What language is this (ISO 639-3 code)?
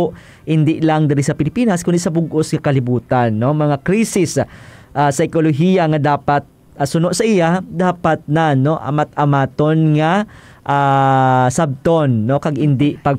hil